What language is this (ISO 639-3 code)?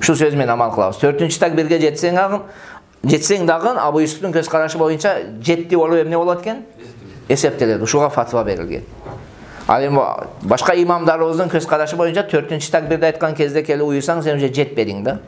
kir